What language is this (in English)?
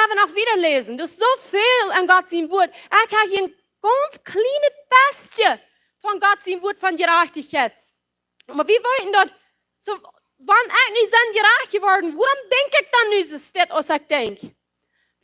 Plautdietsch